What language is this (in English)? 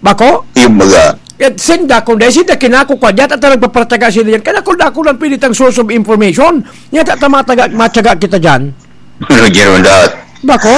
Bikol